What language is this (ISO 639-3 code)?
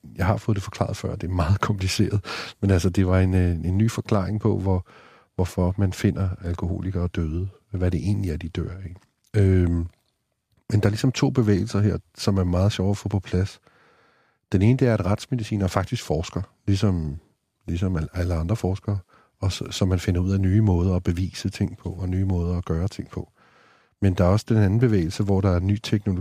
dan